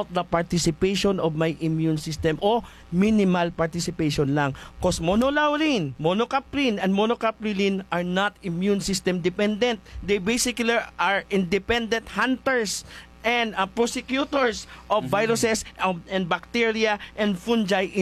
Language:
Hiligaynon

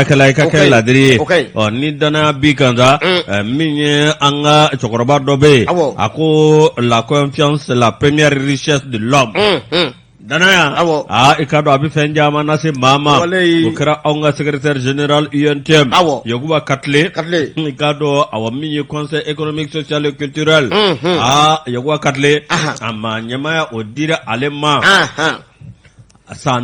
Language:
Bambara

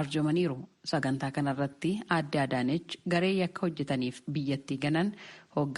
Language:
Oromo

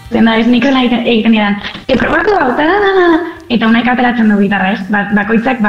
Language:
Basque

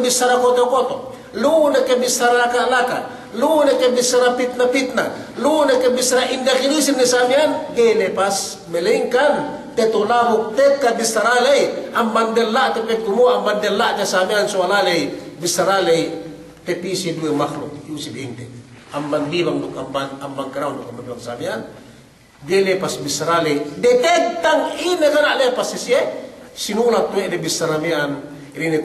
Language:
Yakan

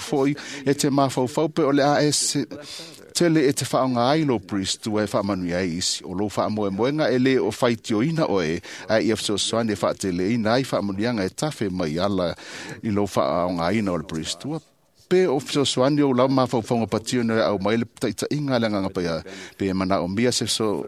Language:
Samoan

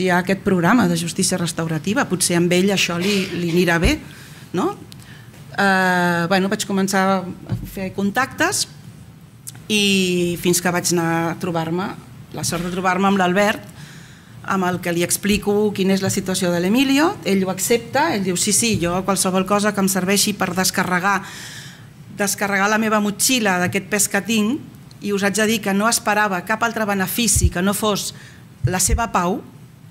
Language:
Catalan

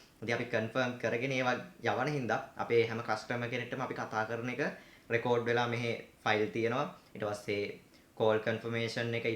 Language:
Sinhala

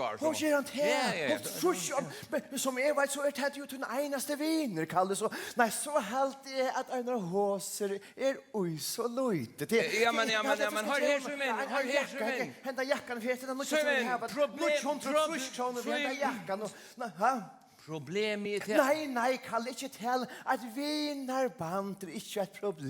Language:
Faroese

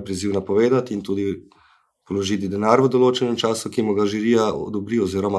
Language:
Slovenian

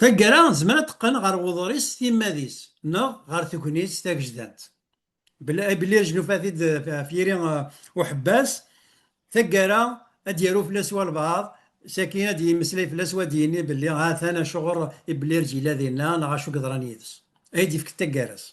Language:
Kabyle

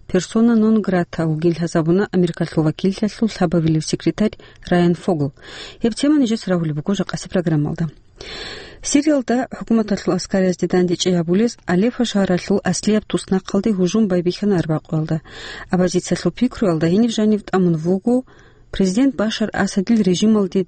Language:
Avaric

